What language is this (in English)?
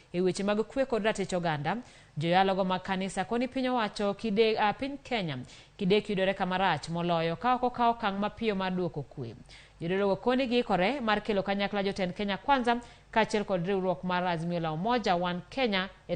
Luo (Kenya and Tanzania)